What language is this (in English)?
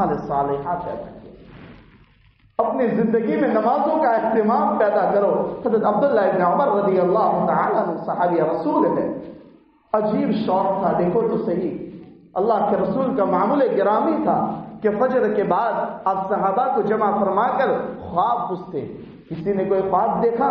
Urdu